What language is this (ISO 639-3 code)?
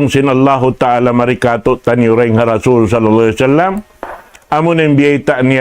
tsg